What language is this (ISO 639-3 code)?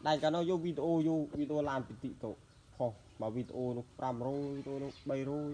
khm